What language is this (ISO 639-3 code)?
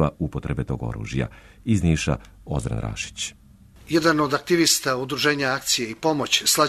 srp